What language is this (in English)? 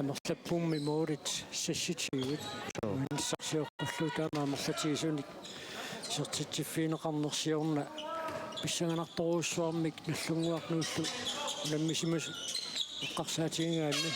Kalaallisut